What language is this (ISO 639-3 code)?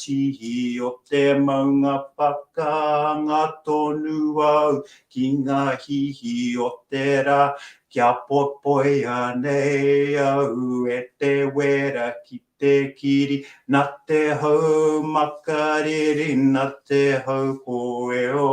mri